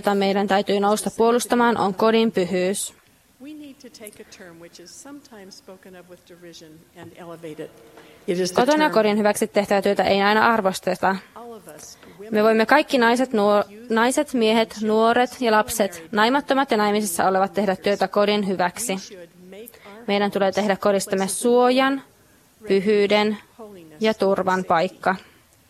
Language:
Finnish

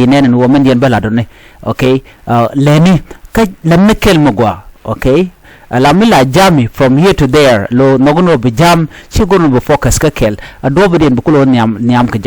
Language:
Nuer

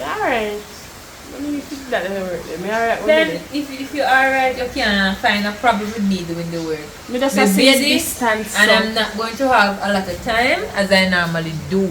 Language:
Jamaican Creole English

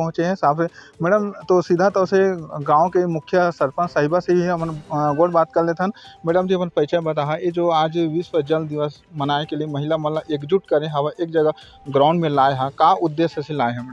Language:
Chhattisgarhi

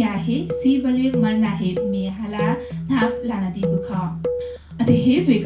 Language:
Newari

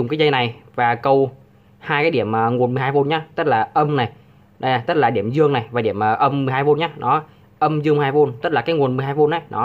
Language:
Vietnamese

